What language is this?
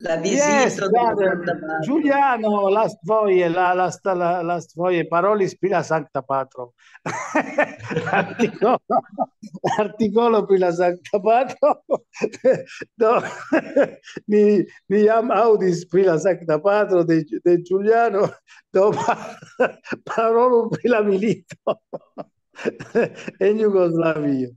Esperanto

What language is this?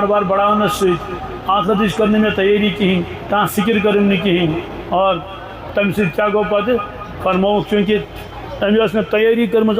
Kashmiri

